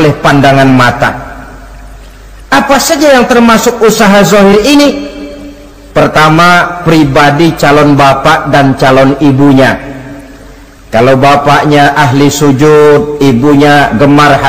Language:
Indonesian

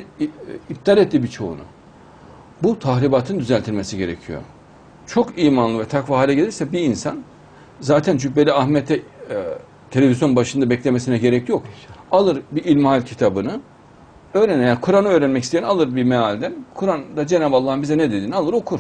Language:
Turkish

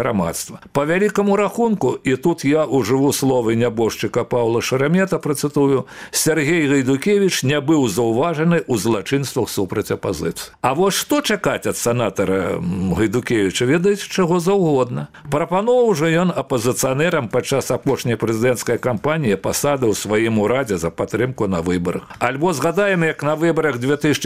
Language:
Belarusian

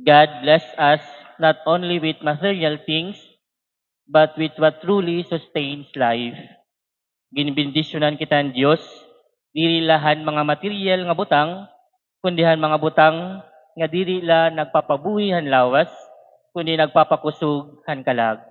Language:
Waray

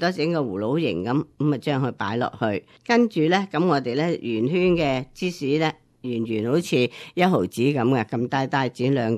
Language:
Cantonese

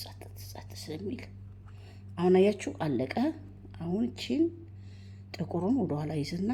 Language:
Amharic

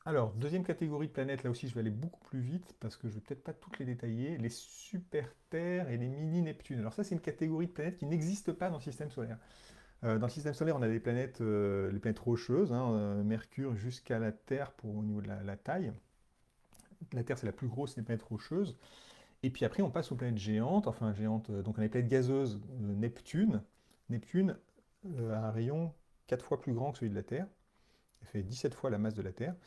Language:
French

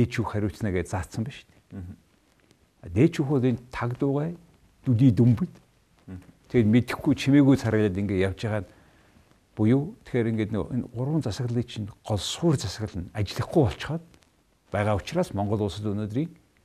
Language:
Mongolian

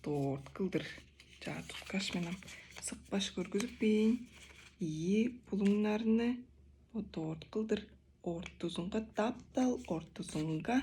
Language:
Tuvinian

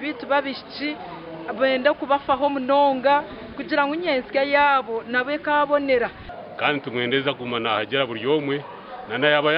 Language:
Nyankole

